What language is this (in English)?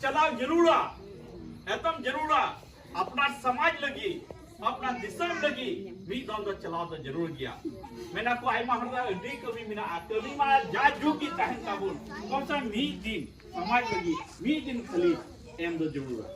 Santali